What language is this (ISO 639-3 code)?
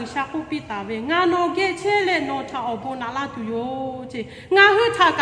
lhu